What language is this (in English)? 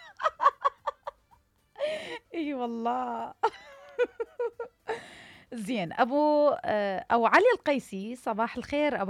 Mesopotamian Arabic